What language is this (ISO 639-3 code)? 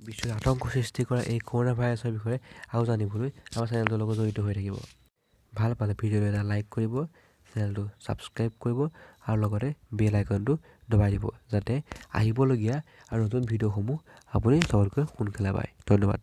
asm